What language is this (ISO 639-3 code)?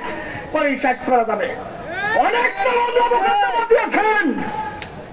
ben